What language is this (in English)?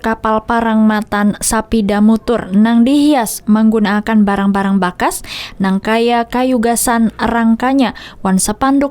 Banjar